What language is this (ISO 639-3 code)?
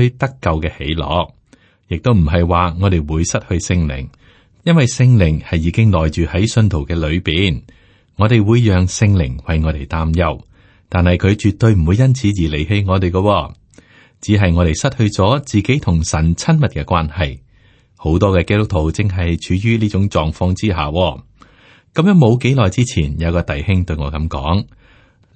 yue